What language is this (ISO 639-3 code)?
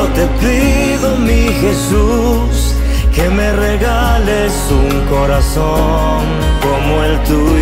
spa